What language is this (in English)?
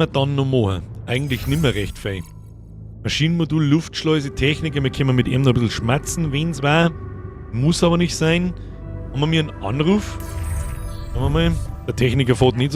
Bavarian